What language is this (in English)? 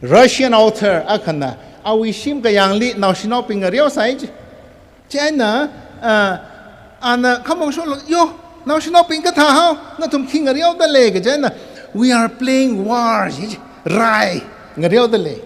Tangkhul Naga (India)